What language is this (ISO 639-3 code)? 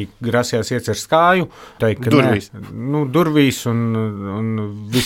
lav